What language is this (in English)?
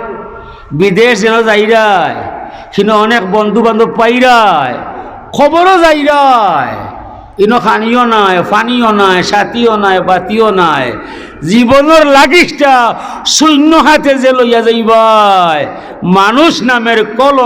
Sylheti